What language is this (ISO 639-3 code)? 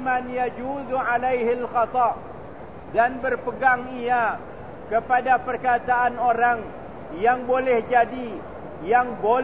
msa